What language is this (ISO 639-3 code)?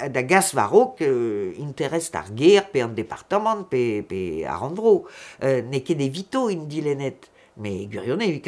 bre